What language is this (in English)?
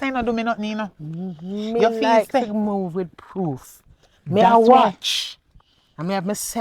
Jamaican Creole English